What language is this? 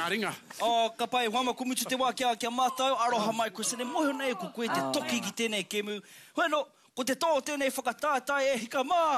Māori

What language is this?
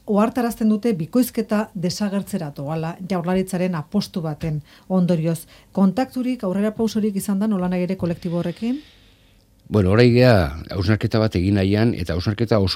Basque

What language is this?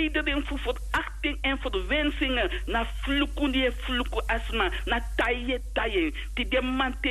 Sranan Tongo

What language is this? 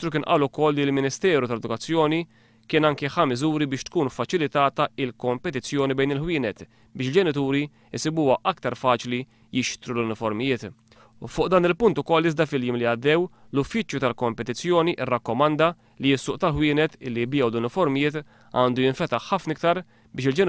Maltese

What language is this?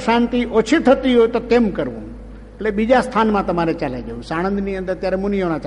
Gujarati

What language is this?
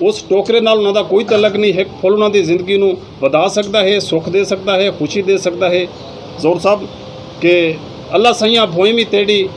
Saraiki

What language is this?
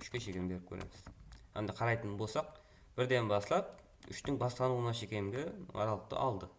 Kara-Kalpak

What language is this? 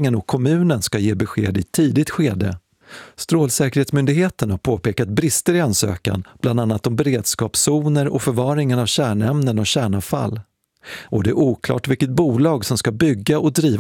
Swedish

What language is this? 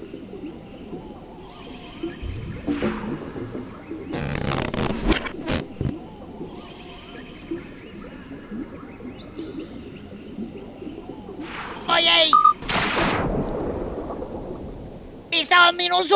Finnish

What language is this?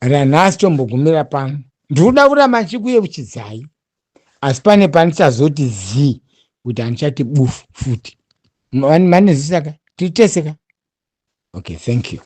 Shona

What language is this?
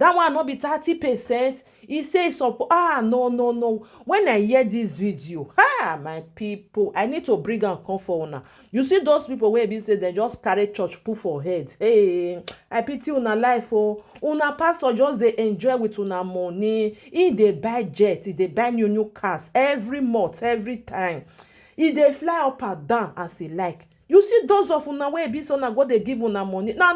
Nigerian Pidgin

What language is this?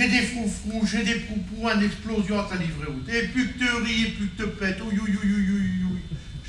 Picard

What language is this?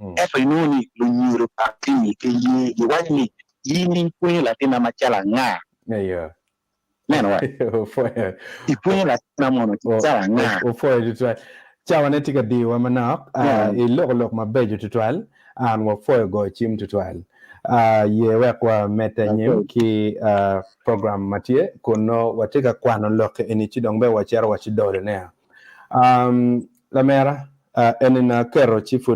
Acoli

